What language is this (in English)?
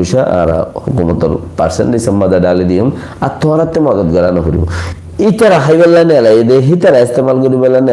Rohingya